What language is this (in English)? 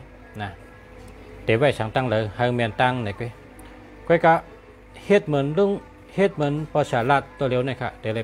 Shan